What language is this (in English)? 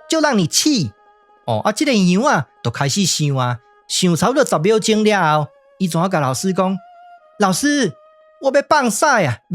Min Nan Chinese